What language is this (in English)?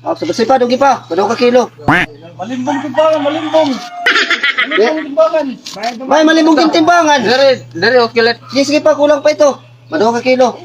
Waray